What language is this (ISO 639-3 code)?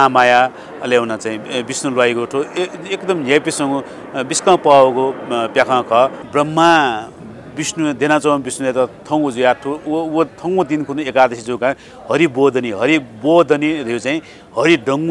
new